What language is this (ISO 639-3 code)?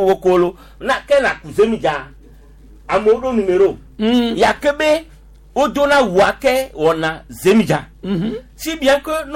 gej